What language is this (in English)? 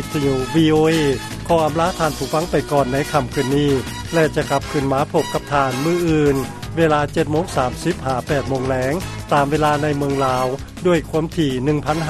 Lao